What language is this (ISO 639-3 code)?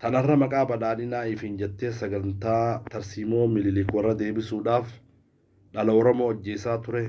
orm